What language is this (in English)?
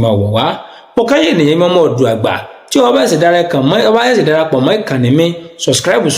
Yoruba